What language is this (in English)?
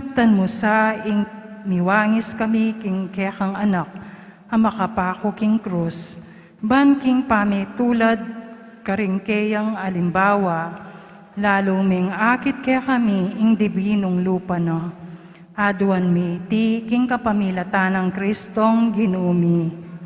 Pampanga